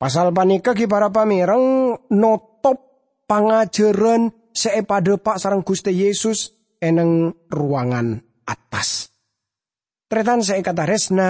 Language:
Madurese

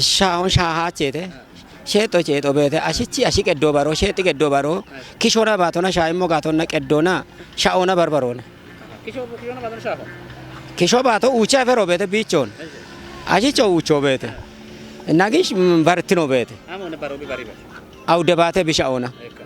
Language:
Kafa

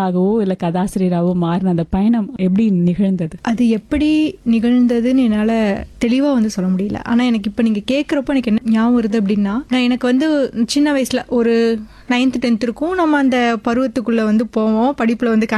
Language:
Tamil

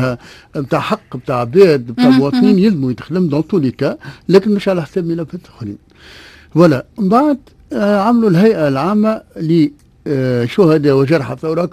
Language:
Tunisian Arabic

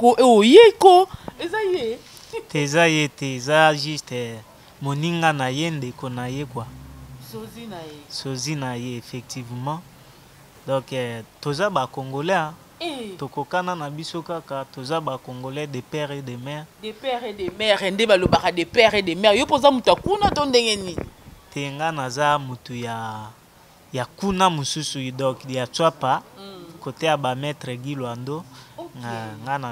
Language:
Lingala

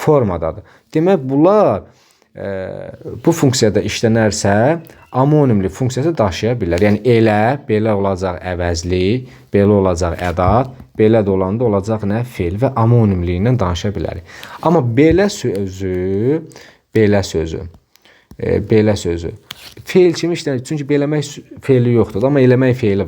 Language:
Azerbaijani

